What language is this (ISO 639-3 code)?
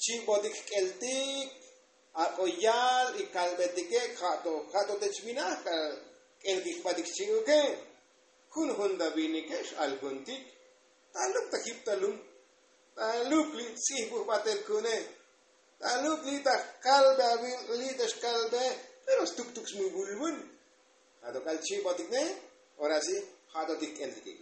tzo